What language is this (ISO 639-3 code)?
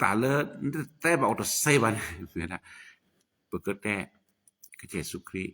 ksw